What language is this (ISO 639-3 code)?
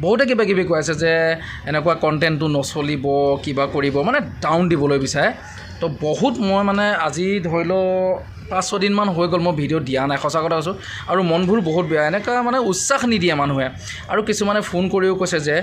asm